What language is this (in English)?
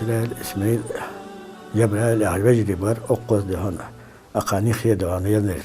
Ingush